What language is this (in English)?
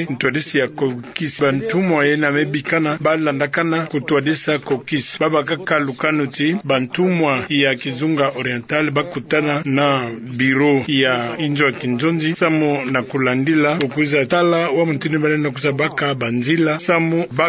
Kituba (Democratic Republic of Congo)